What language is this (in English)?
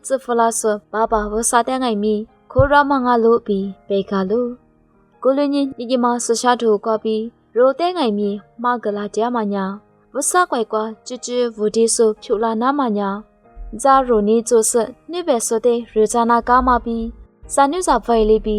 Lisu